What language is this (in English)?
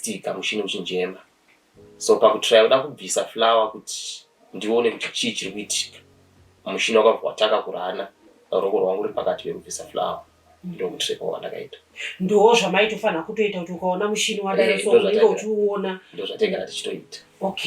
Shona